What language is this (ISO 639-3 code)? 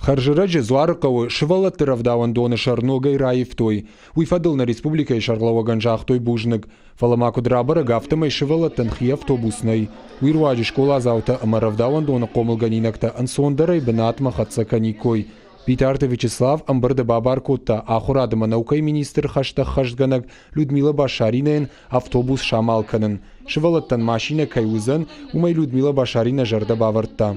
oss